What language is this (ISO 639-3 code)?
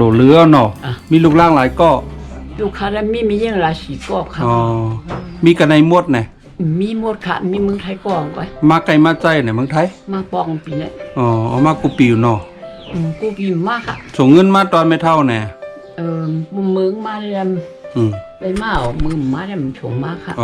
shn